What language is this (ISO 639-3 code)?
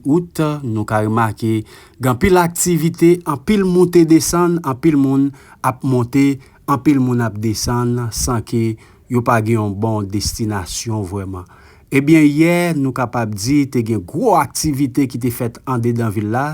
hat